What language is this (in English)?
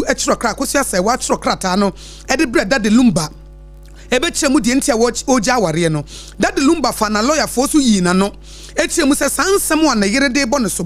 Akan